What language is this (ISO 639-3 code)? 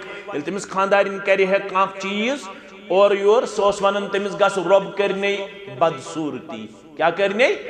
kas